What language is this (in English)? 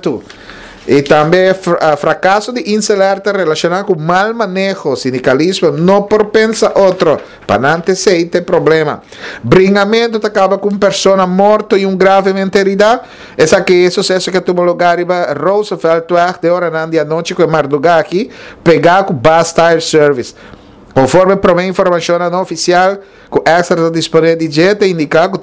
Papiamento